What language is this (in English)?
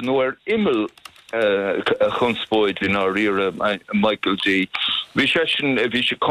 Irish